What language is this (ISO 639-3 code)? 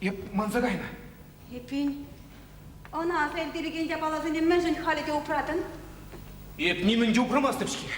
chv